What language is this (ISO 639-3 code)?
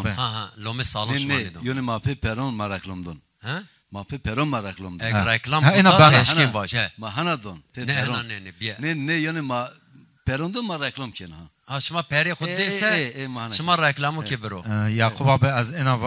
zza